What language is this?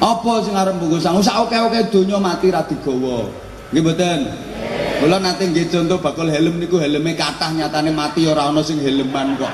Javanese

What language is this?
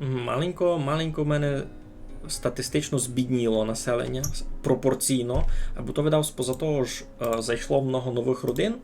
Rusyn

